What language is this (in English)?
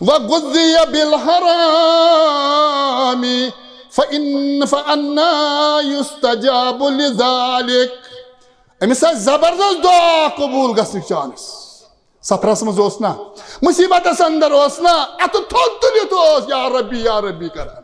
Kashmiri